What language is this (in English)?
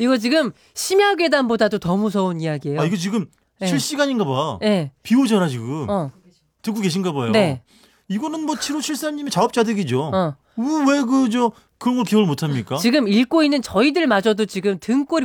Korean